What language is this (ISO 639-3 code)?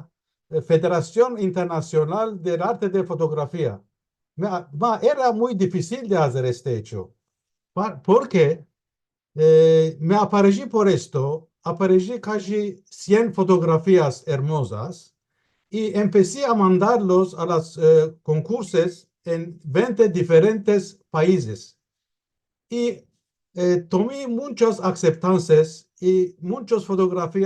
lad